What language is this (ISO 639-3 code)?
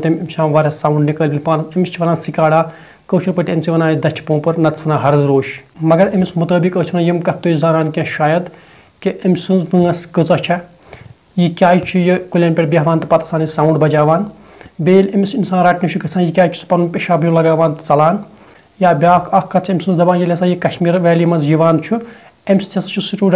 kas